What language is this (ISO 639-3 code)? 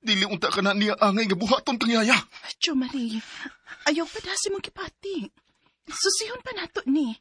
ceb